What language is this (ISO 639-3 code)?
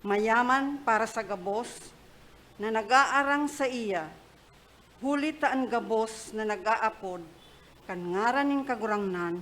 bik